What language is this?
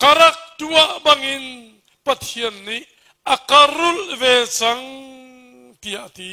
Hakha Chin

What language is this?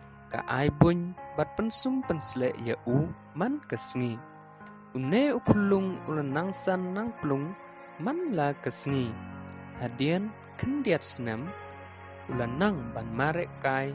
Khasi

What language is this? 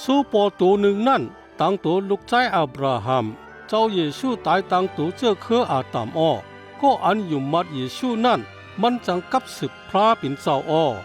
Shan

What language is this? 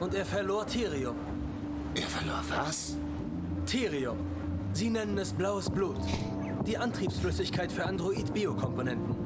Bavarian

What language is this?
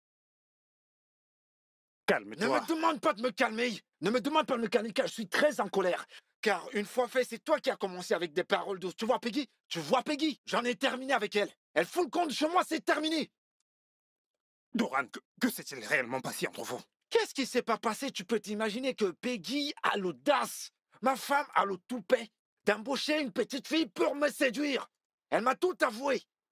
French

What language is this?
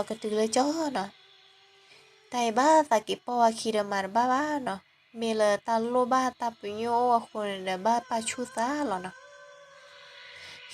S'gaw Karen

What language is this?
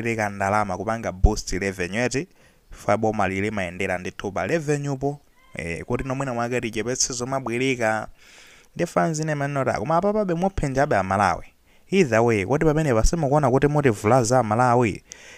Nyanja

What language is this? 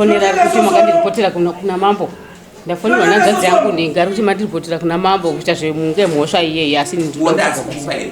Shona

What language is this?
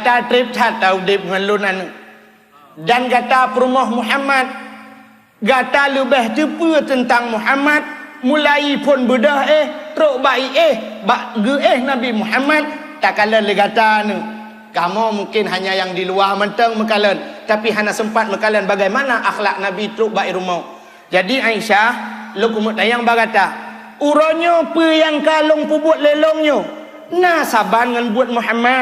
Achinese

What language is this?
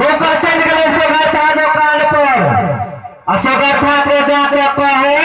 Maithili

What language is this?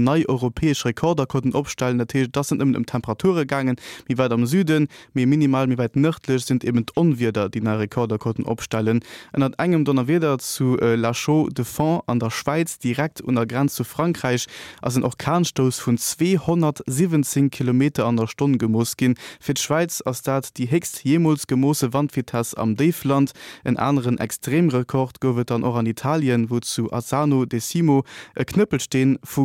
Luxembourgish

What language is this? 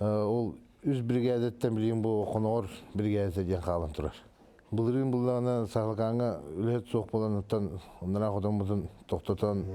Yakut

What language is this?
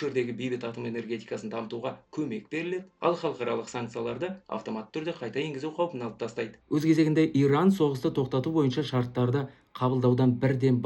Kazakh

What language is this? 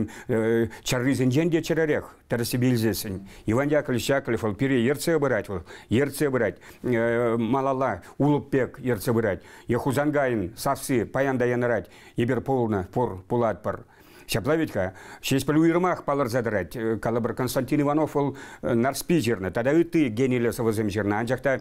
Chuvash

